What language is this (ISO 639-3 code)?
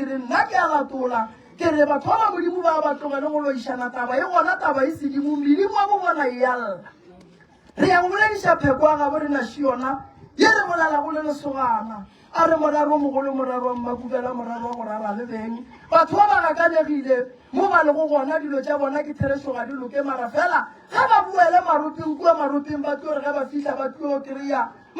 nso